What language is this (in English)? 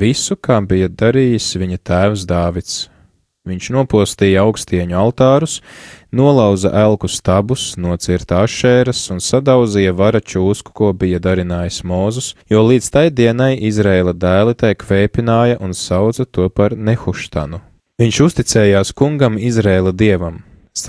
Latvian